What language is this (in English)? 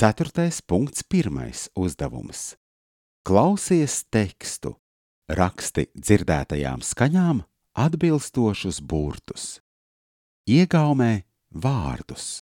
Latvian